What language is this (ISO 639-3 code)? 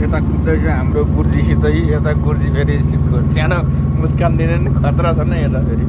nep